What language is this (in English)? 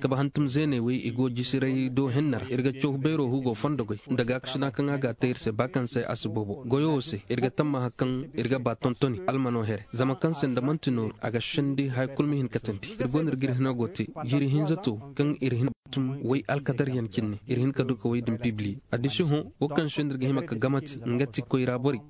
Koyraboro Senni